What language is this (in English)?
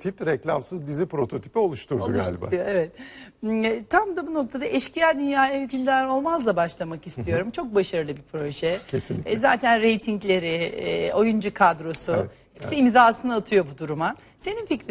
Turkish